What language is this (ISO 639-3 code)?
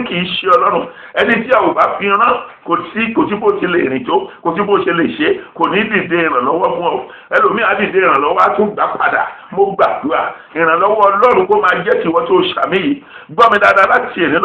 yor